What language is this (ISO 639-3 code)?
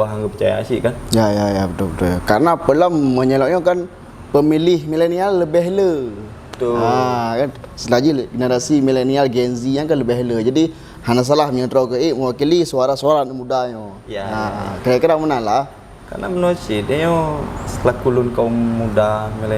ace